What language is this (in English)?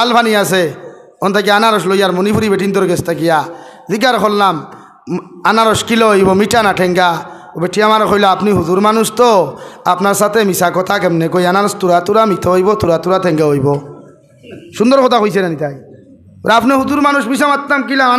Sylheti